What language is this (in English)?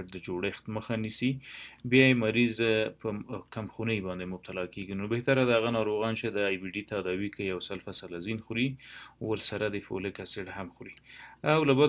Pashto